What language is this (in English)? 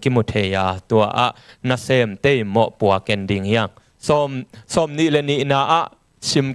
Tedim Chin